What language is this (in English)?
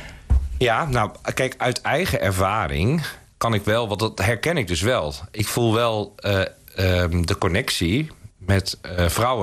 Dutch